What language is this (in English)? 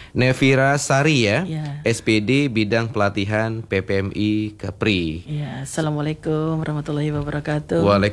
Indonesian